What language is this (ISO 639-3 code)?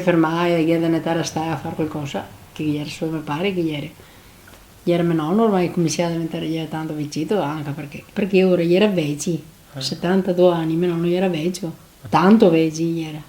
vec